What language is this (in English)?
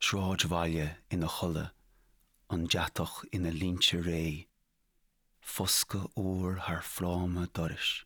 Irish